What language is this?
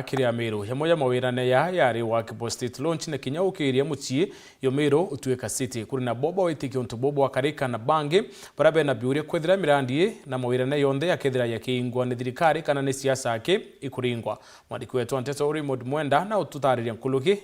Meru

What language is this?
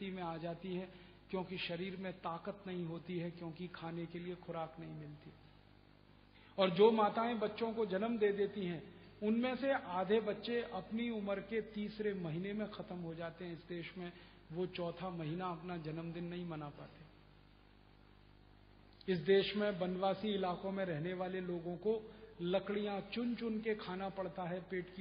Hindi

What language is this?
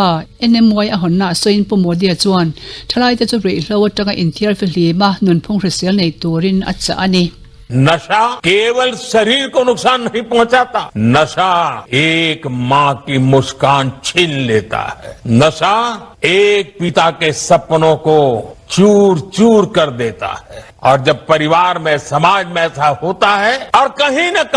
Mizo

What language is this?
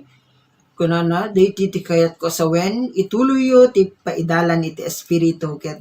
Iloko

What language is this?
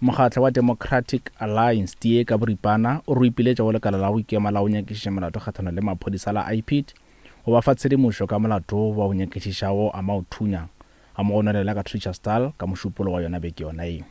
Northern Sotho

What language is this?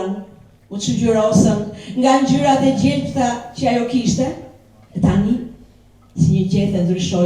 Albanian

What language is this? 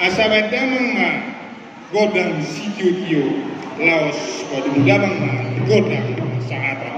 Batak Toba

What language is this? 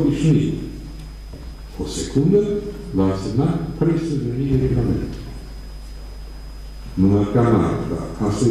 Romanian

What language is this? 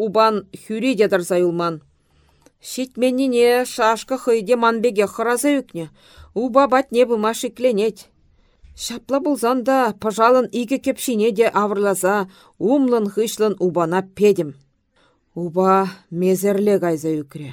Chuvash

